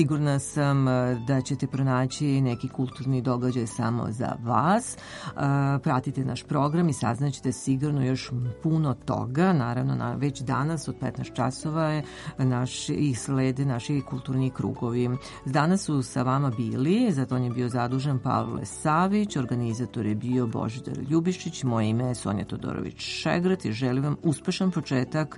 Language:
Serbian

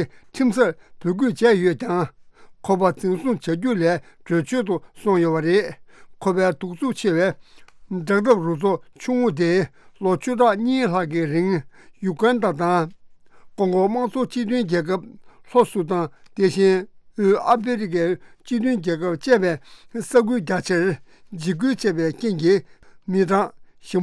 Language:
Tibetan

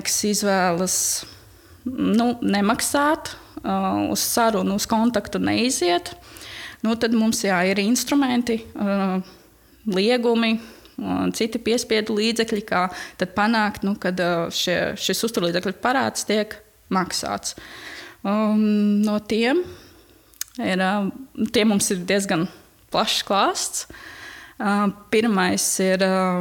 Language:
Latvian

